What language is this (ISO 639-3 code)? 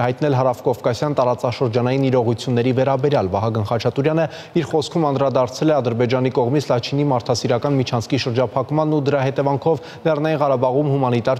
hye